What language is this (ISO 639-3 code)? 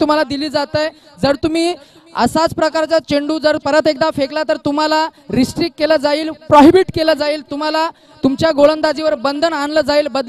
mar